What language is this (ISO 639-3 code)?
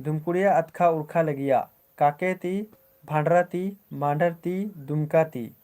kru